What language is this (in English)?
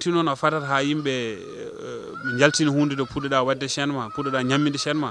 Fula